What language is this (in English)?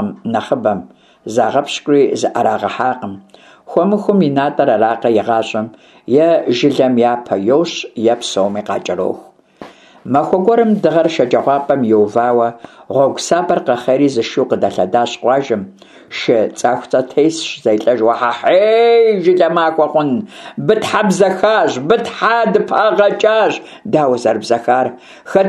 Kabardian